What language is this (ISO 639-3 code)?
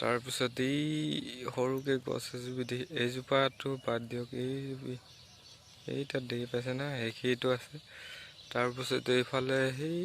asm